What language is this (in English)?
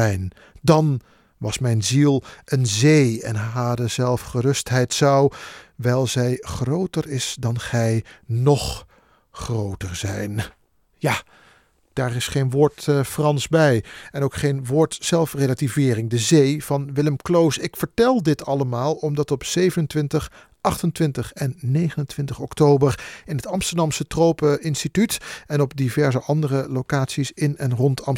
Dutch